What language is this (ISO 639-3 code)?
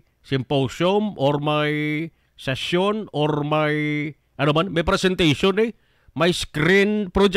hil